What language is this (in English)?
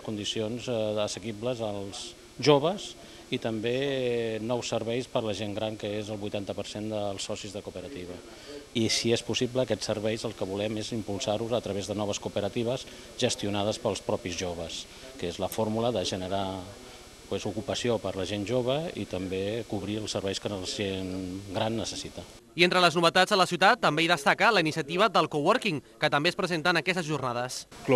Catalan